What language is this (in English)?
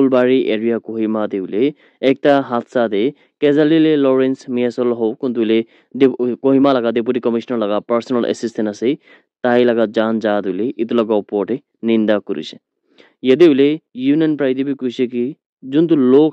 Naga Pidgin